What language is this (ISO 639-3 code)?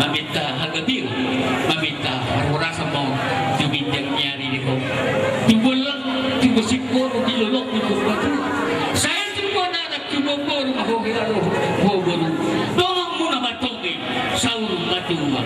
bbc